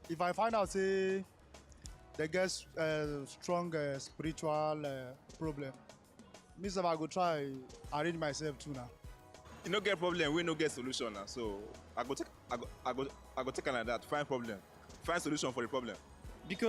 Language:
Nigerian Pidgin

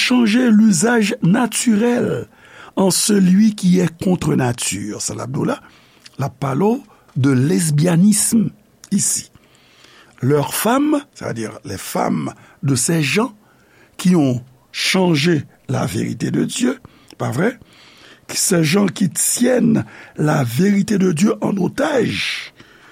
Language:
Haitian Creole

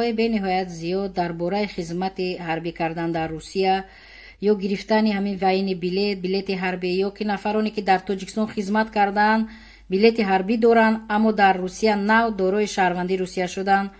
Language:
Tajik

